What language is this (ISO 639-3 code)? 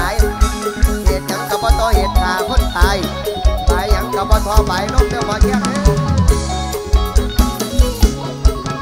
tts